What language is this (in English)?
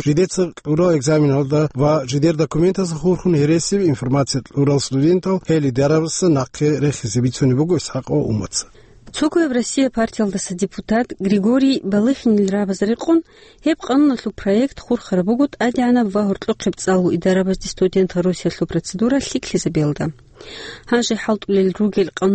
Avaric